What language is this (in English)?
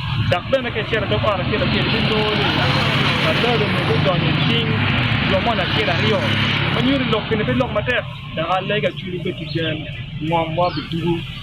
Acoli